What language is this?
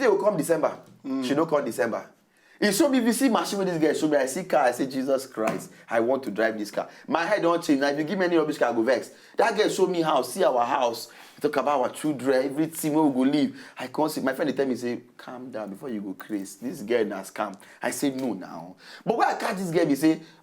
Nigerian Pidgin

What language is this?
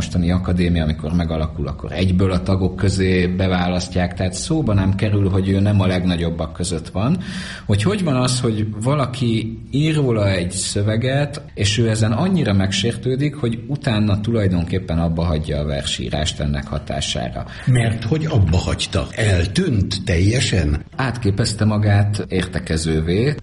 Hungarian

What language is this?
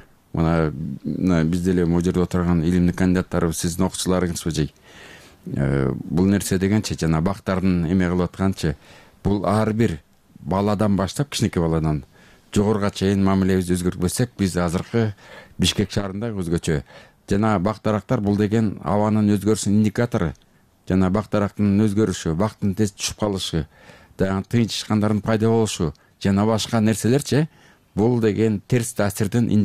Kyrgyz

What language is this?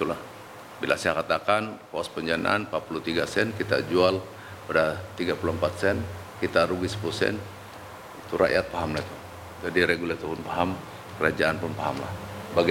Malay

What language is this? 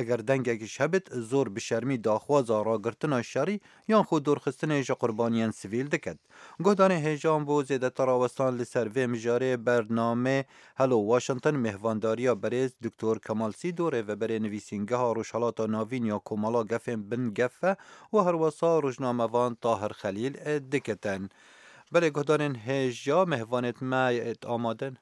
Kurdish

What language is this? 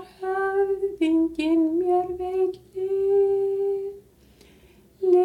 Icelandic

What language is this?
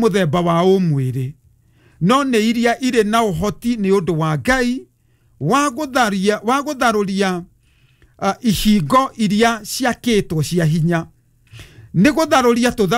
Kikuyu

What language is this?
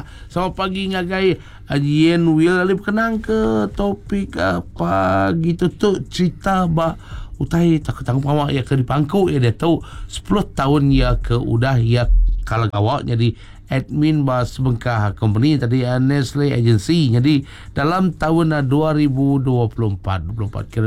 Iban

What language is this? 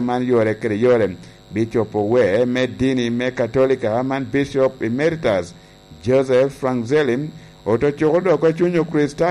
Lango (Uganda)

